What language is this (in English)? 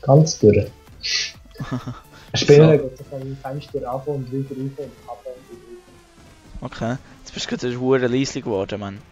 Swiss German